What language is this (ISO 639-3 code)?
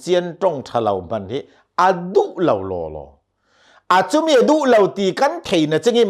cnh